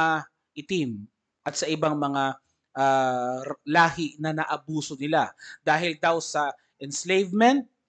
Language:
Filipino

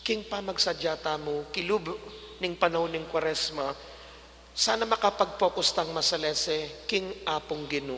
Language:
Pampanga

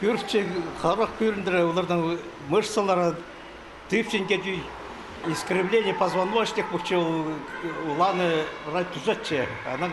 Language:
Khakas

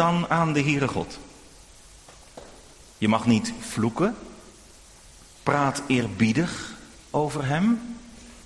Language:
Dutch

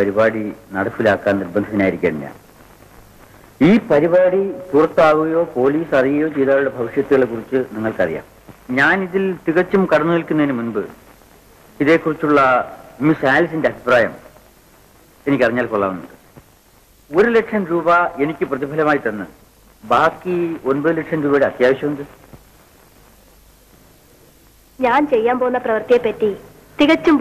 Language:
Malayalam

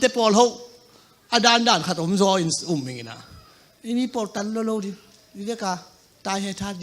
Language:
Tedim Chin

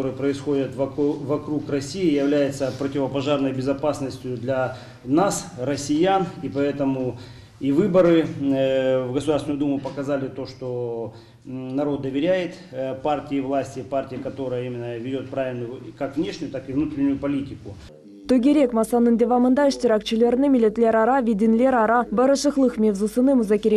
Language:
Crimean Tatar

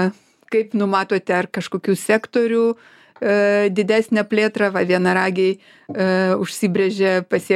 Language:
Lithuanian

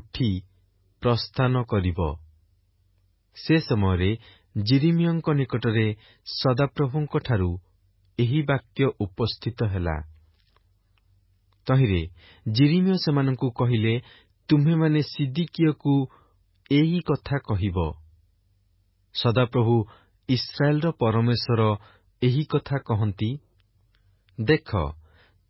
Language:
Odia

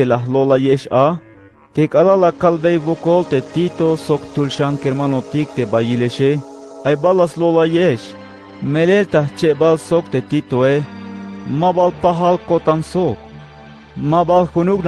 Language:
Tzeltal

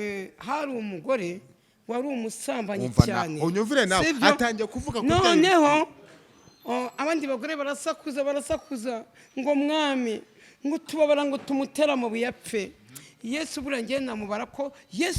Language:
Kinyarwanda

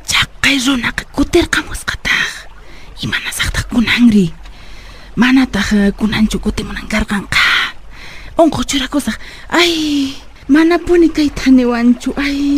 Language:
Quechua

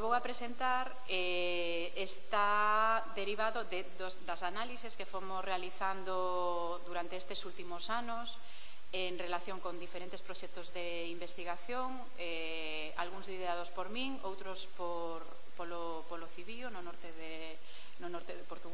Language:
Galician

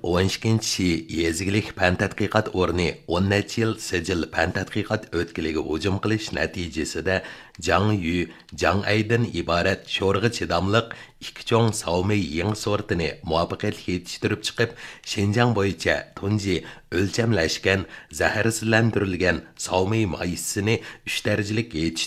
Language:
Uyghur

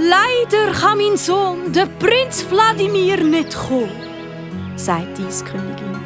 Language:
Swiss German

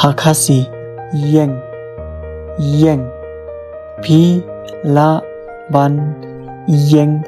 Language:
Khasi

